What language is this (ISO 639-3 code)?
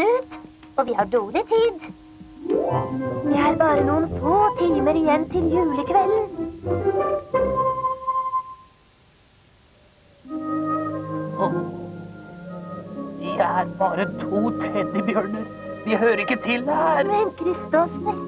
nor